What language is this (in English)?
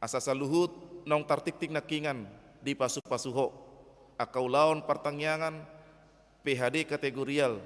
Batak Toba